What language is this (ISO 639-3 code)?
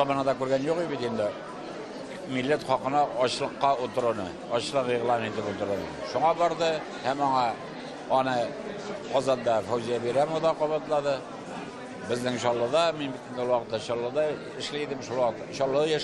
tat